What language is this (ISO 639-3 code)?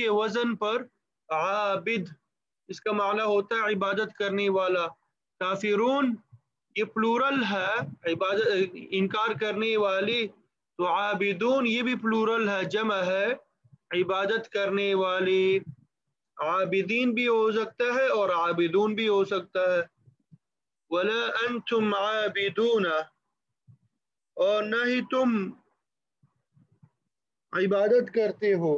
urd